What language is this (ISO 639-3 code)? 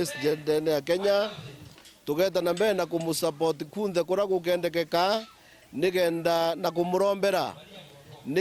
mer